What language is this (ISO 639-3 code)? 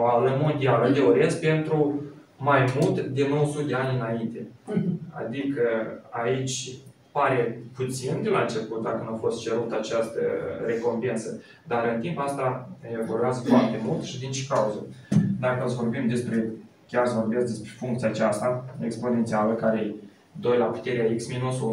ron